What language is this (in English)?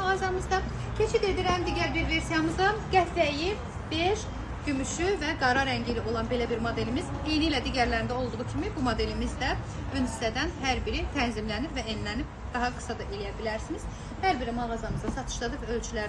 Azerbaijani